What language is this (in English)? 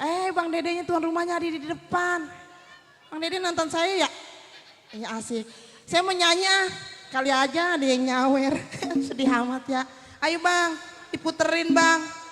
Betawi